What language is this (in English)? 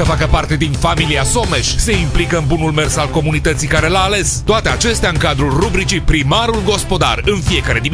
Romanian